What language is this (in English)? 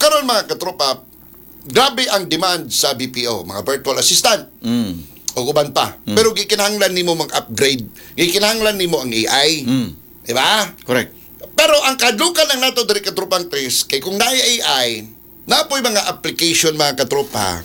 Cebuano